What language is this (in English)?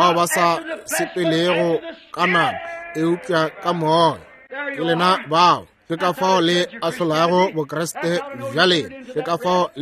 Northern Sotho